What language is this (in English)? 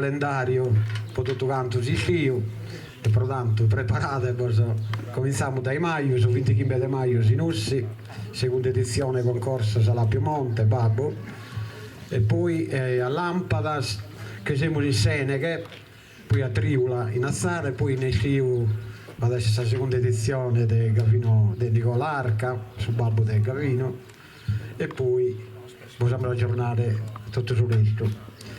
Sardinian